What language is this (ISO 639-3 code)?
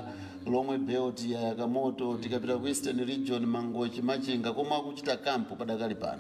nya